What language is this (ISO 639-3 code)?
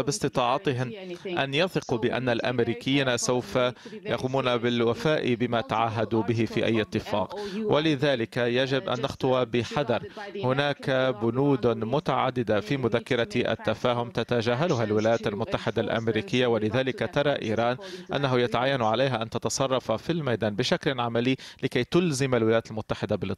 ara